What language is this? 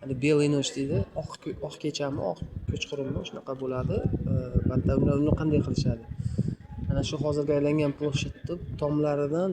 Uzbek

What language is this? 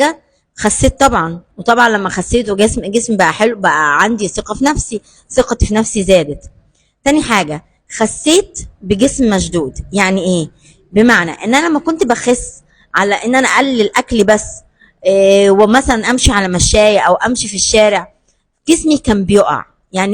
Egyptian Arabic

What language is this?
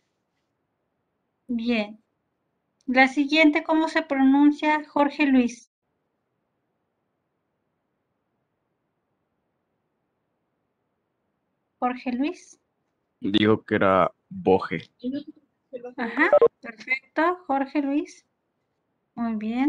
Spanish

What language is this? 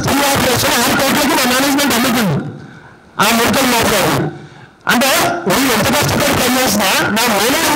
Telugu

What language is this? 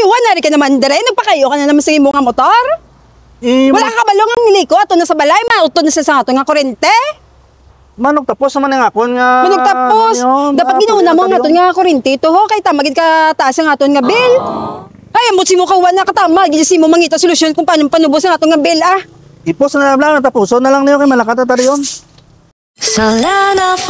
Hiligaynon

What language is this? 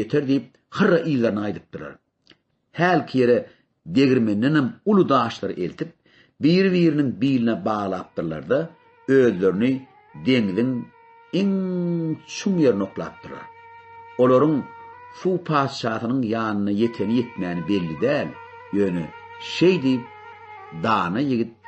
Turkmen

